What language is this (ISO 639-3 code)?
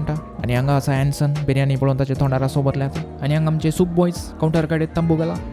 kok